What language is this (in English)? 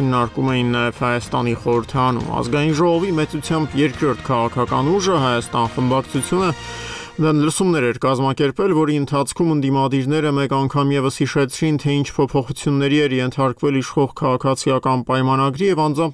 Armenian